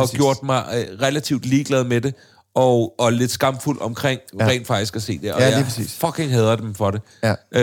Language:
Danish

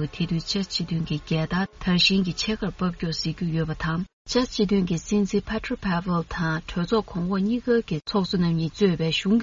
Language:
Tibetan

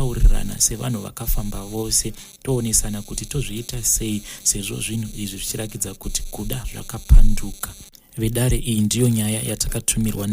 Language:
Shona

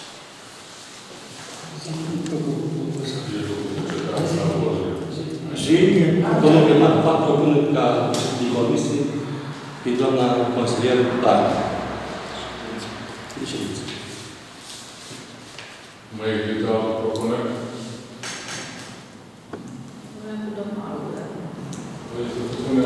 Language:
Romanian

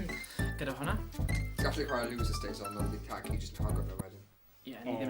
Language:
Welsh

